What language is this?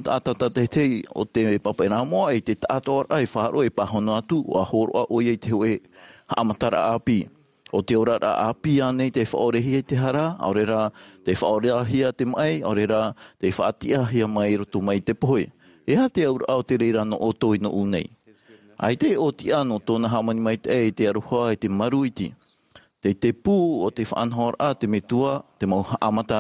Tahitian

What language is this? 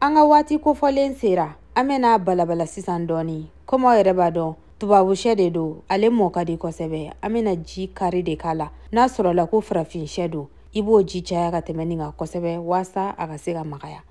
Bambara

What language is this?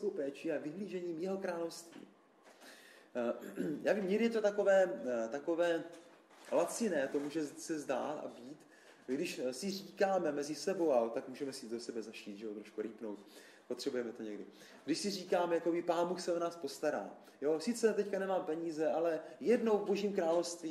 Czech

